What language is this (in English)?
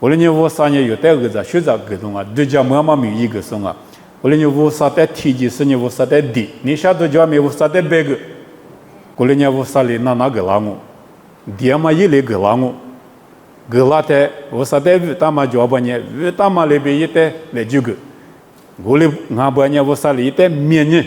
Lisu